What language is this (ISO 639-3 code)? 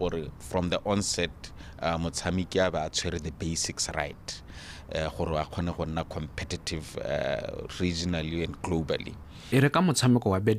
tsn